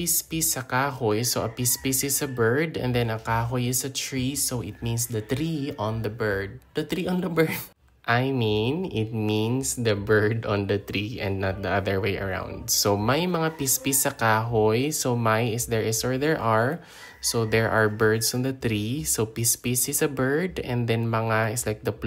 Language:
Hiligaynon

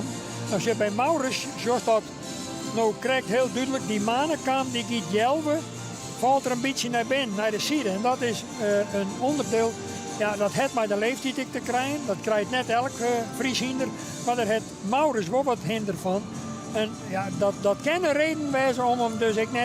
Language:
Western Frisian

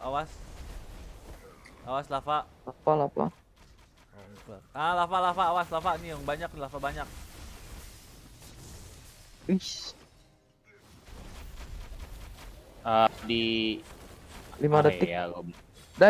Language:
Indonesian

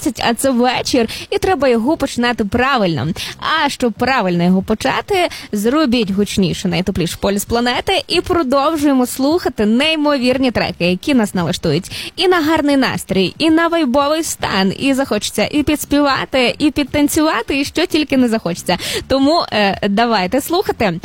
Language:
Ukrainian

